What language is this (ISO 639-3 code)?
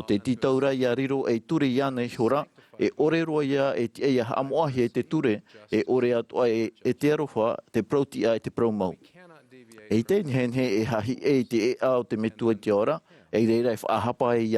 tah